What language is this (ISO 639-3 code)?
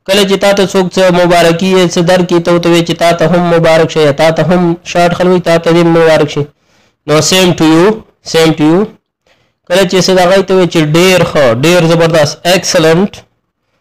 pus